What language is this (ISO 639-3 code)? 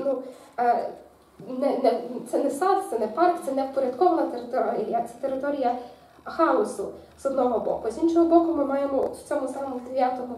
ukr